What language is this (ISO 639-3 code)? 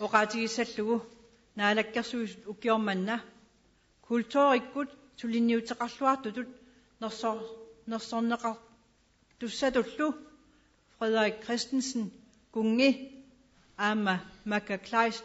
kal